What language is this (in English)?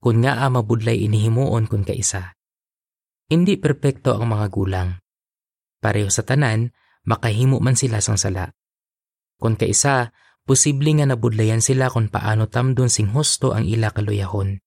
Hiligaynon